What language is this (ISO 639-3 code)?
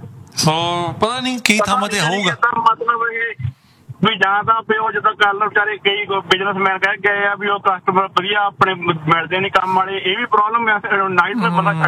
pan